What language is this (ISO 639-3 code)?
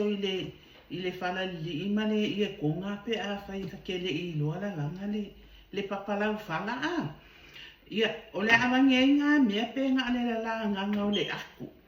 smo